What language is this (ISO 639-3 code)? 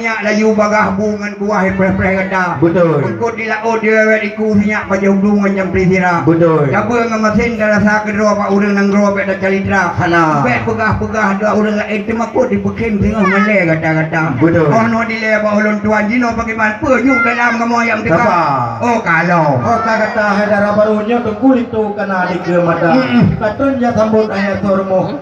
ace